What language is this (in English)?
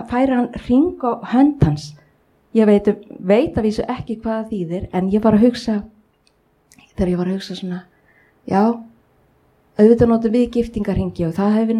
Icelandic